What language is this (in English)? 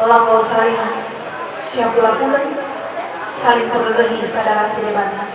Batak Karo